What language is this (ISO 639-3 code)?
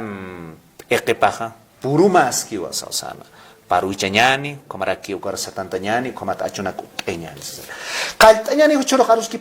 aym